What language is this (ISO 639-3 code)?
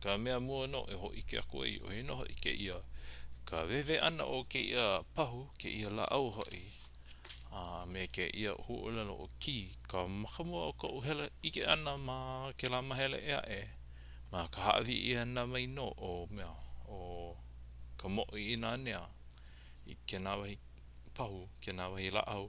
haw